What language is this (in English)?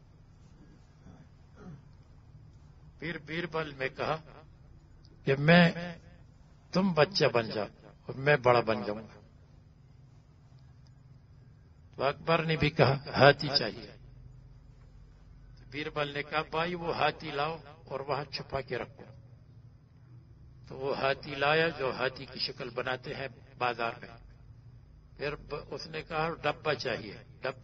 Urdu